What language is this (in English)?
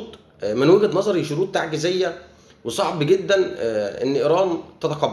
Egyptian Arabic